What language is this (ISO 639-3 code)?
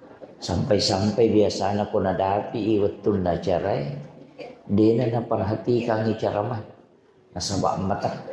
bug